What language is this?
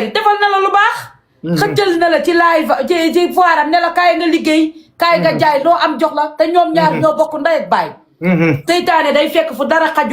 Wolof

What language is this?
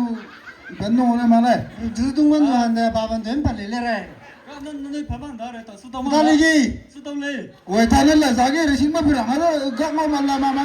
Maram Naga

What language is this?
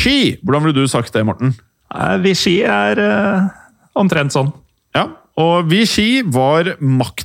Norwegian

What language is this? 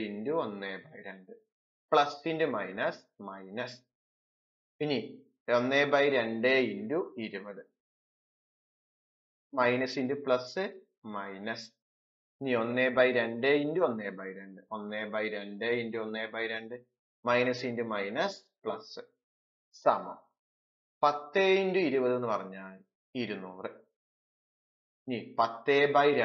Malayalam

